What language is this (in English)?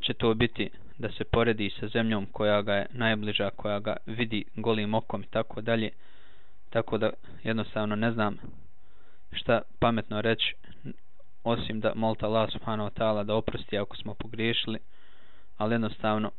Bosnian